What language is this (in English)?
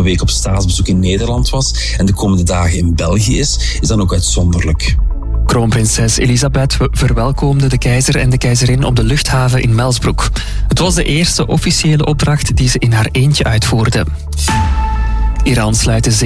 Dutch